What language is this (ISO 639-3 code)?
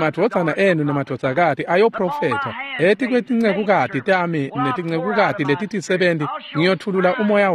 ssw